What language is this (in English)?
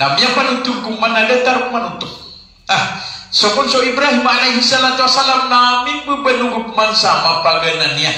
Maranao